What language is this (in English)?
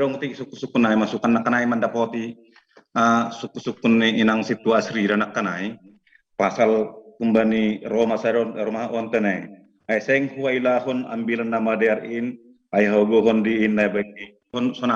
Batak Simalungun